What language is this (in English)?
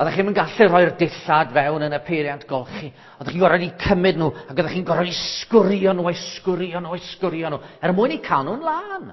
Welsh